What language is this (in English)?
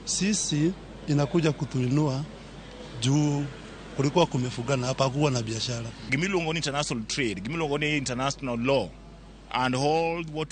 Luo (Kenya and Tanzania)